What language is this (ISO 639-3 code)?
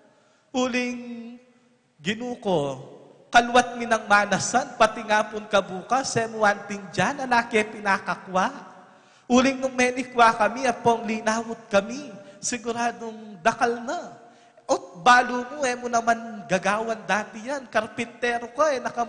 pam